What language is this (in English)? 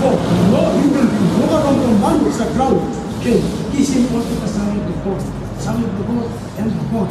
Tok Pisin